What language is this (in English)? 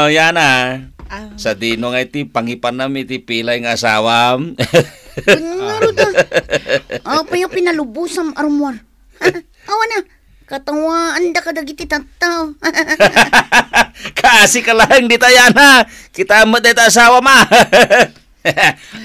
Iloko